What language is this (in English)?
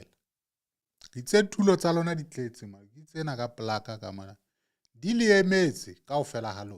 Southern Sotho